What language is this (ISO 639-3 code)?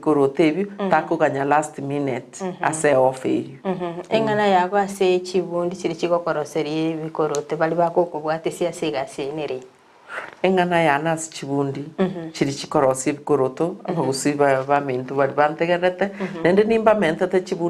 guz